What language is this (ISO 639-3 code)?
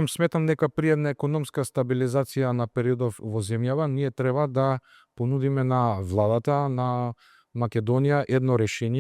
mkd